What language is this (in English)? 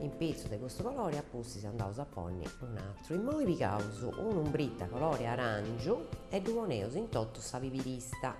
Sardinian